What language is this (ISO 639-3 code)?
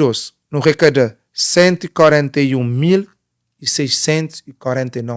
kea